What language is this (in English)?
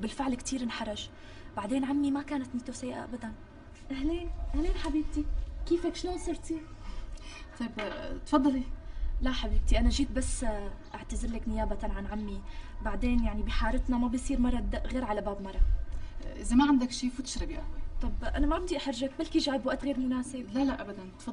North Levantine Arabic